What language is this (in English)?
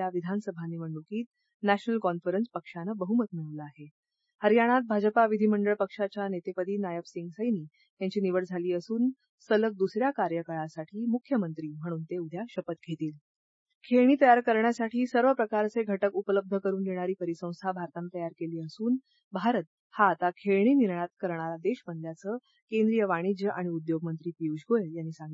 Marathi